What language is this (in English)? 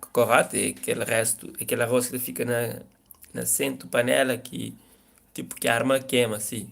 Kabuverdianu